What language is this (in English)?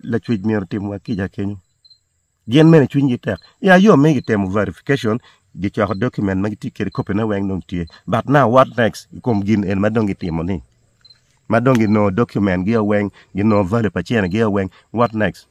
Acoli